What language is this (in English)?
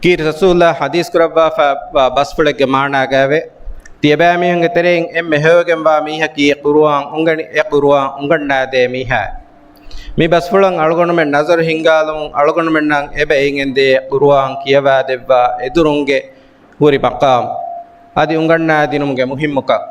Divehi